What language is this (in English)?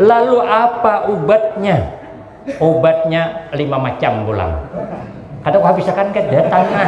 Banjar